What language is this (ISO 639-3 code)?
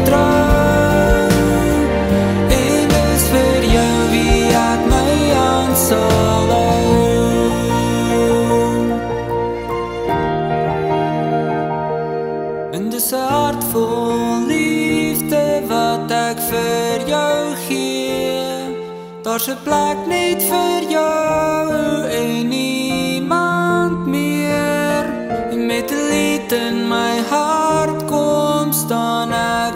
afr